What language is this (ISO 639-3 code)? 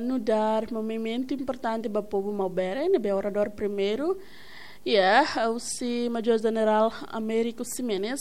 tet